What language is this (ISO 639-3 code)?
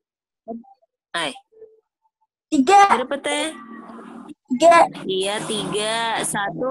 ind